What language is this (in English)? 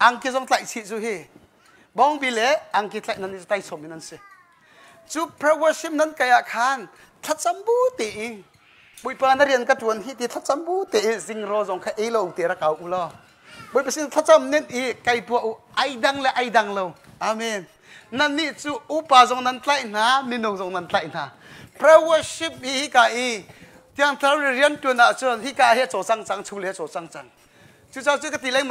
Hakha Chin